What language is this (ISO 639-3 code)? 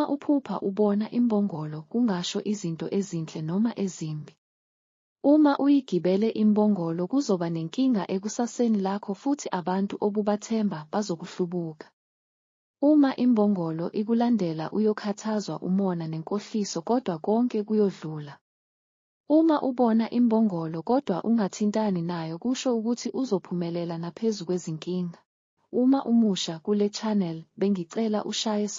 zul